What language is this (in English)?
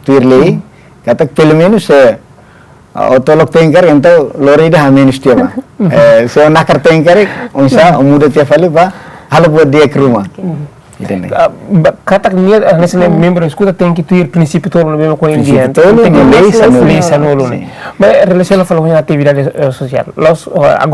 Tetum